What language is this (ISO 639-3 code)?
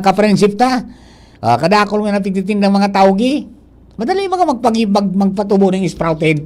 bik